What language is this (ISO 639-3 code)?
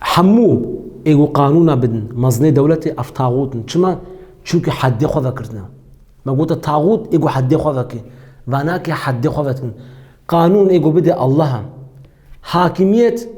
kur